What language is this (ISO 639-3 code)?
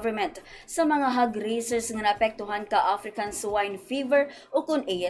hil